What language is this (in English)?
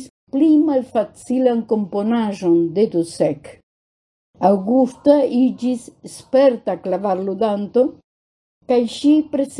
Esperanto